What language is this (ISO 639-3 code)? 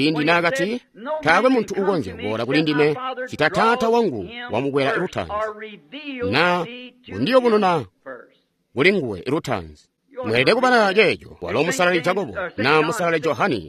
toi